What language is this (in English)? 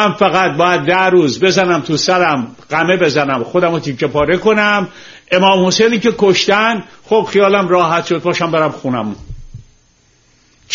Persian